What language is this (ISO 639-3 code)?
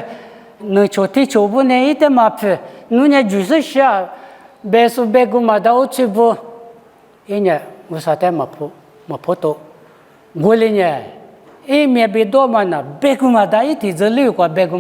lis